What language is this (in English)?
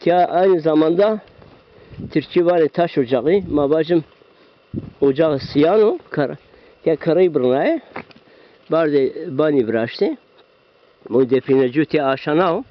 Zaza